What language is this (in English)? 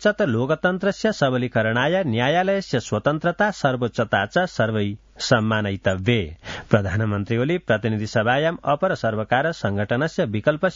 Sanskrit